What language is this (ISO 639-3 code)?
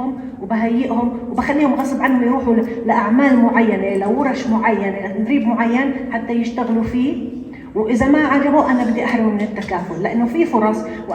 apc